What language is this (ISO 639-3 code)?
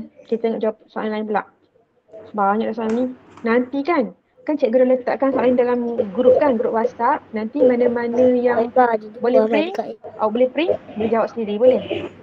msa